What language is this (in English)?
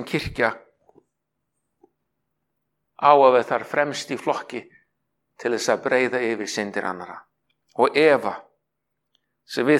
Icelandic